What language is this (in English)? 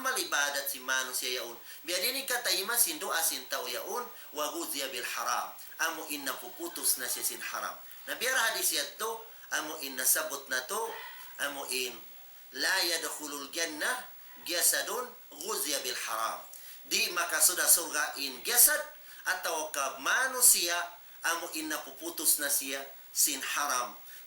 Tausug